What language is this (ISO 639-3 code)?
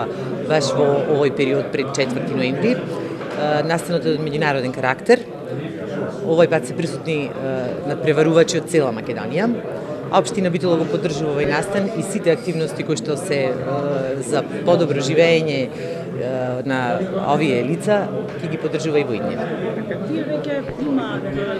mkd